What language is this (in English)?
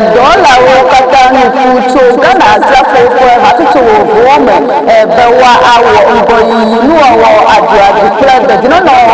Ewe